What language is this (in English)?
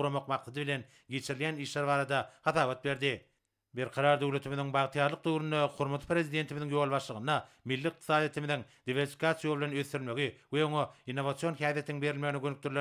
Turkmen